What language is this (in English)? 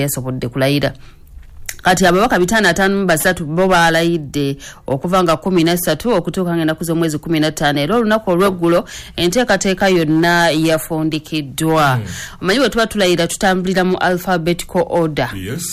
Ganda